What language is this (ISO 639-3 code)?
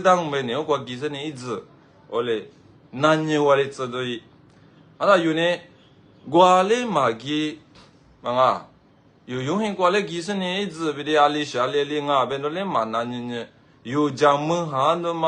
lis